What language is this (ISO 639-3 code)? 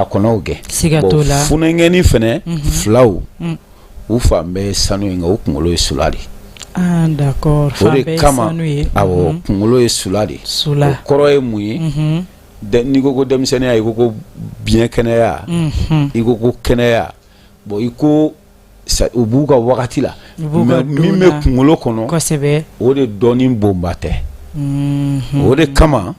bam